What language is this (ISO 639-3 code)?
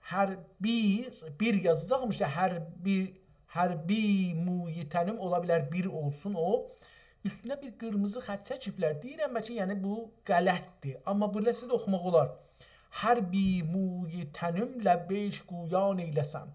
azb